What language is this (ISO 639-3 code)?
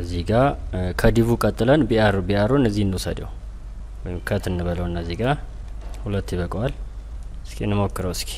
amh